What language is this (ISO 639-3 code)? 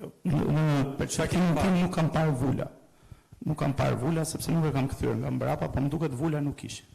sqi